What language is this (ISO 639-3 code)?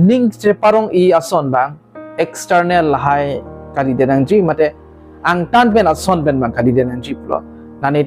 mjw